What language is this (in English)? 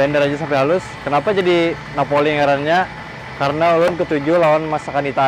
Banjar